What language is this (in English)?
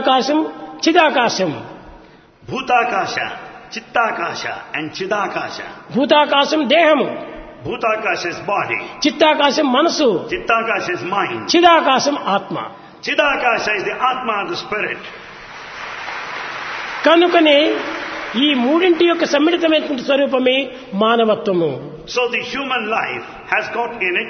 Telugu